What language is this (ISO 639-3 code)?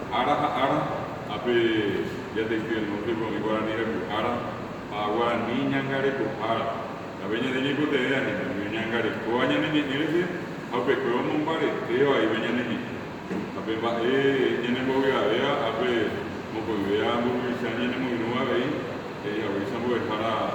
grn